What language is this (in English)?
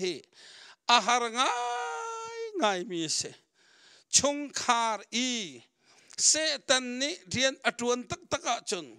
Hakha Chin